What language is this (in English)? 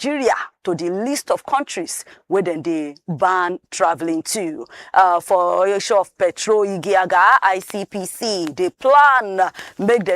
Nigerian Pidgin